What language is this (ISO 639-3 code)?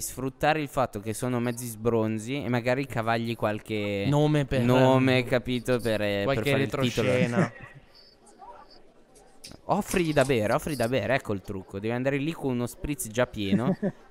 ita